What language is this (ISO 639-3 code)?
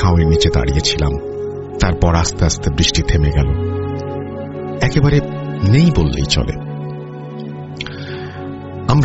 ben